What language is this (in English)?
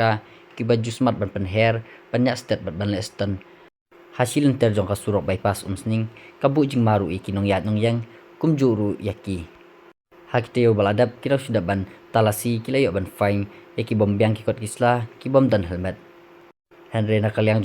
Khasi